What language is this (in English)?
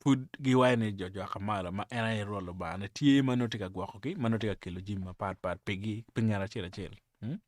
Acoli